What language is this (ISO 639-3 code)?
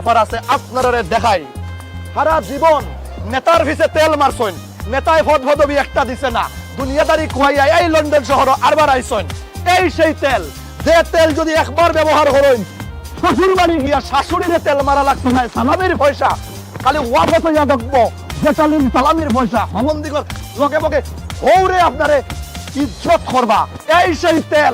syl